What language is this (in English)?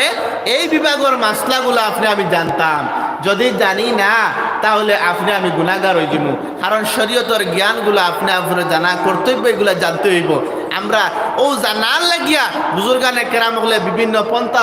Sylheti